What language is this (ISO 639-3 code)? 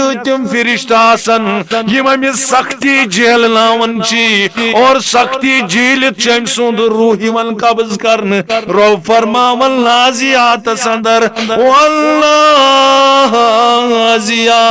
kas